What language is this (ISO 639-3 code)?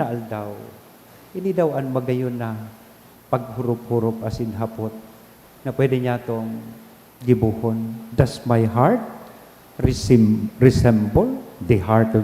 bik